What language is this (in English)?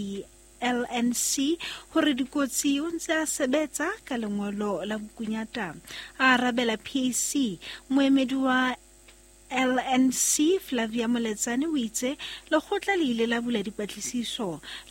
Southern Sotho